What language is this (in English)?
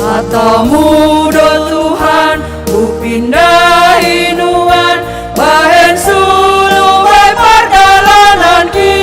Batak Simalungun